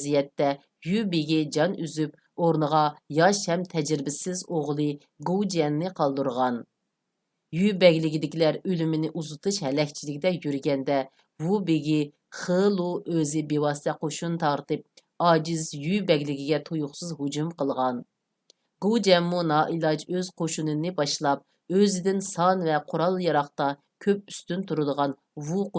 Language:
Uyghur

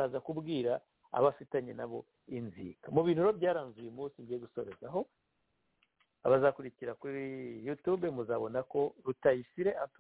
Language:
Kinyarwanda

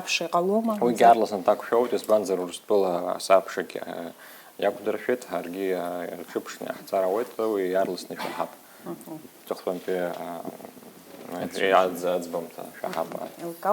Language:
Abkhazian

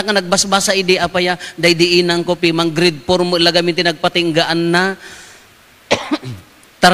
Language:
Iloko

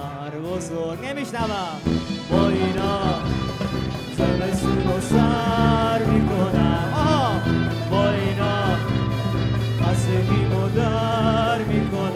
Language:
Persian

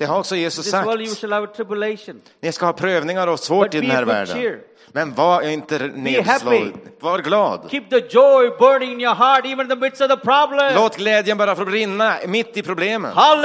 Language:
Swedish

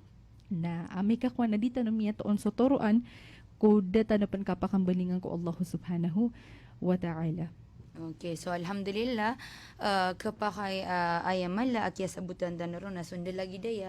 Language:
Maranao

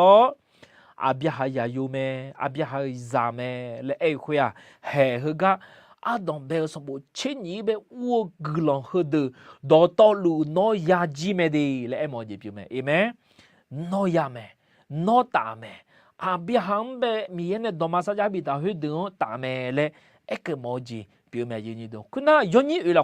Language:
Akha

